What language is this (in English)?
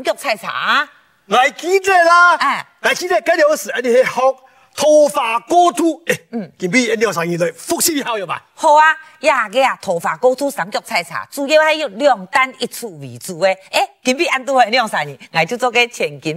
Hakka Chinese